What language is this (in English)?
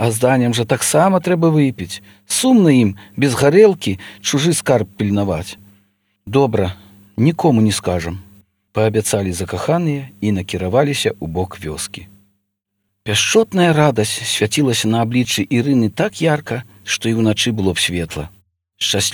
Belarusian